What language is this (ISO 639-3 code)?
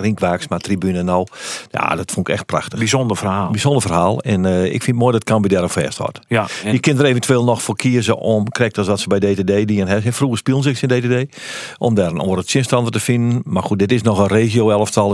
fry